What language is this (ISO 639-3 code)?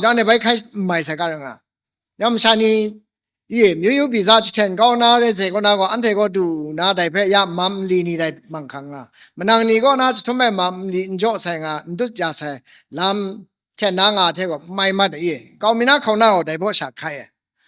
kac